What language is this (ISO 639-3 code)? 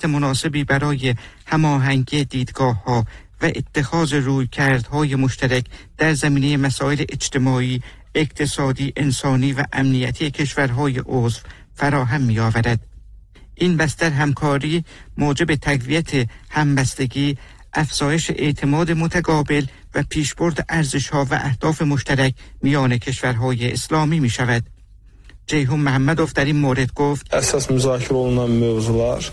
fas